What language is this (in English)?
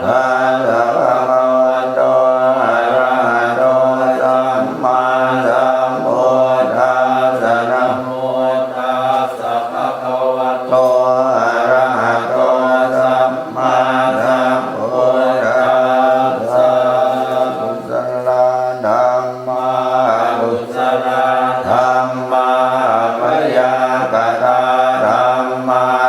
Pali